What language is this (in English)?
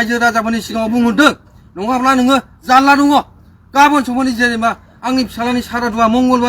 Bodo